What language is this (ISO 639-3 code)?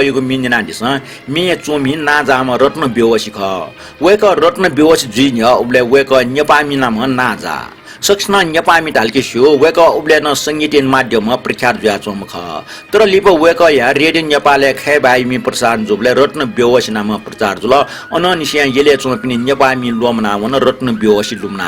new